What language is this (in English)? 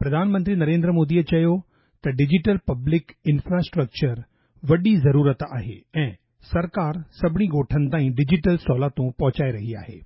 Sindhi